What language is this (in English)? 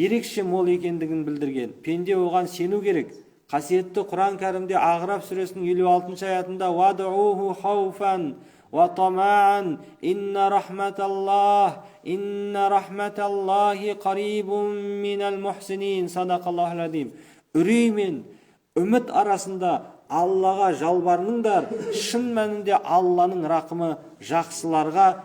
Kazakh